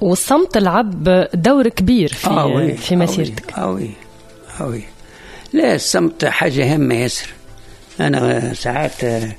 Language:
Tunisian Arabic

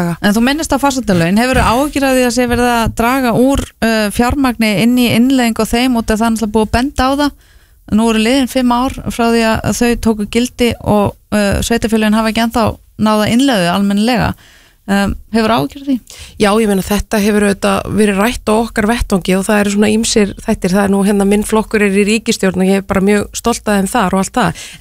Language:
Icelandic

